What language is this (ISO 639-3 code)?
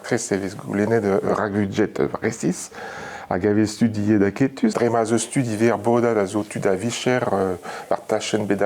bre